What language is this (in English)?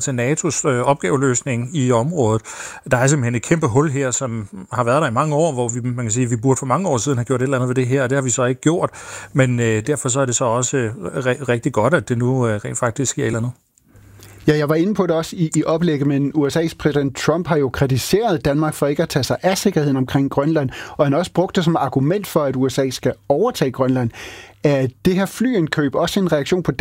Danish